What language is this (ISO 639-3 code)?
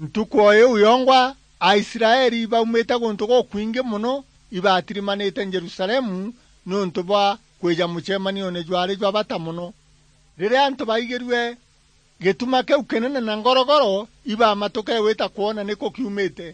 mer